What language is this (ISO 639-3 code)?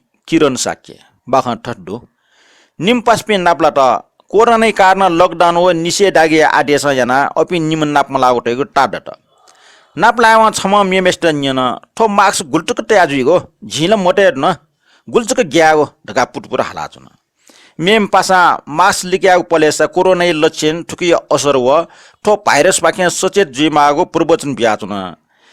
new